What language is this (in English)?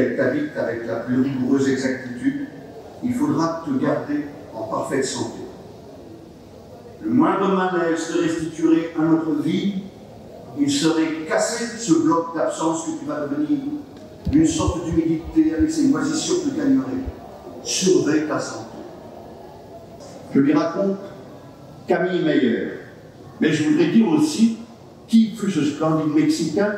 French